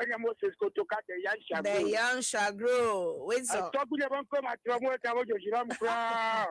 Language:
Ewe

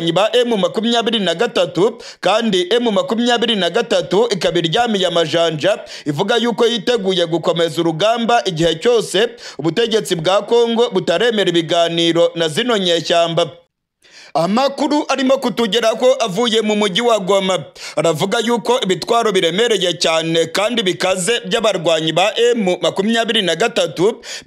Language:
Kinyarwanda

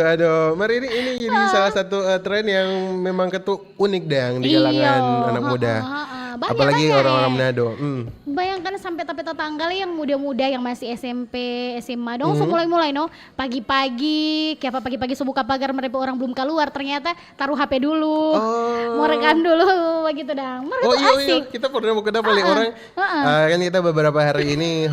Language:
Manado Malay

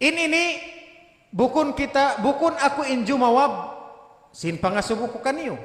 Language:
Tausug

